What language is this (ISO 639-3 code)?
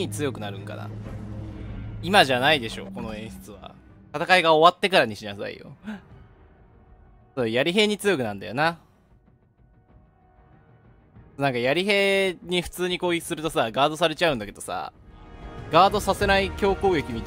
jpn